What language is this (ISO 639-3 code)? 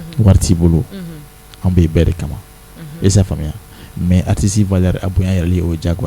bam